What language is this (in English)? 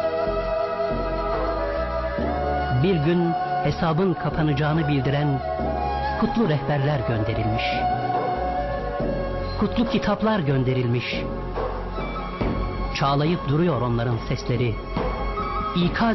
Turkish